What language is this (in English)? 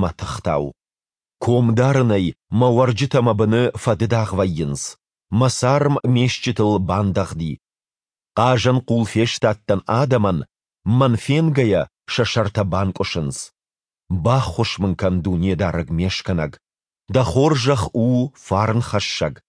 Ossetic